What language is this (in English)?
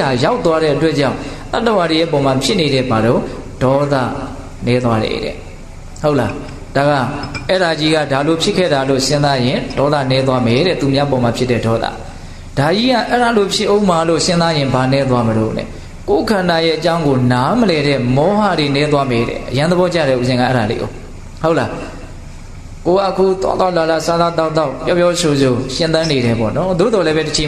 Burmese